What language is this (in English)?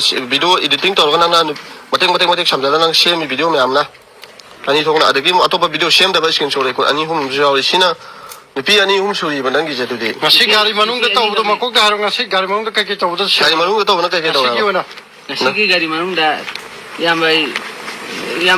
Manipuri